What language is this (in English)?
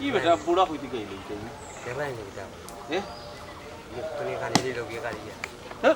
Sylheti